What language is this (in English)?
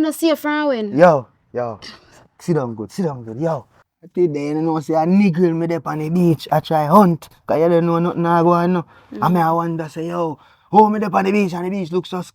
Jamaican Creole English